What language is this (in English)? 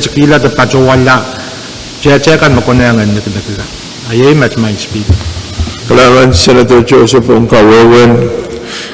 Pohnpeian